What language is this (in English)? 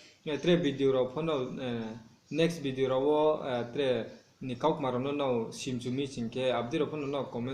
Riang (India)